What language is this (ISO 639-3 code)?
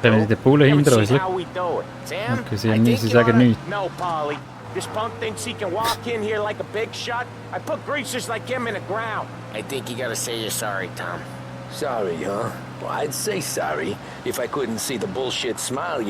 gsw